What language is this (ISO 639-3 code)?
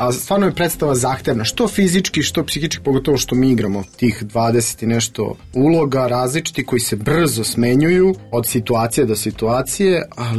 srp